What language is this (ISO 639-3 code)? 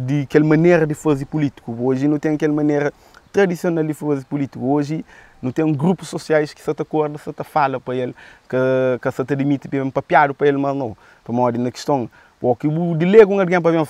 kea